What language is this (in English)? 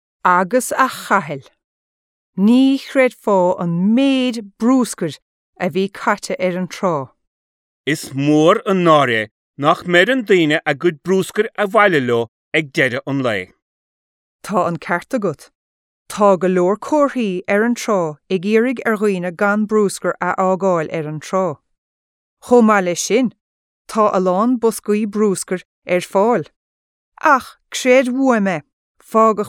Irish